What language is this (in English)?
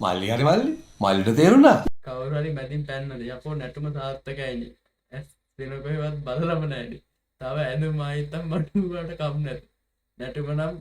Sinhala